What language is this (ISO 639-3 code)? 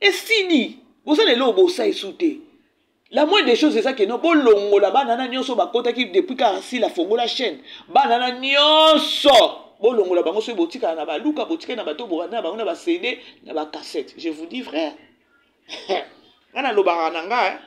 lin